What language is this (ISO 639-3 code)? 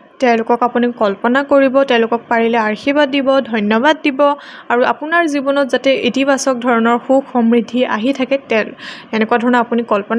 asm